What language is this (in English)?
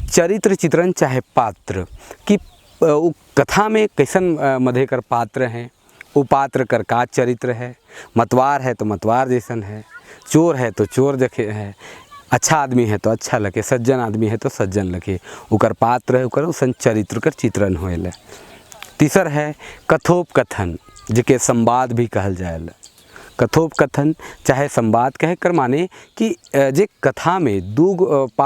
Sadri